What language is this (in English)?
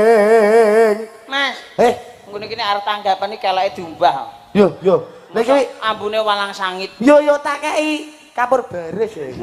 Javanese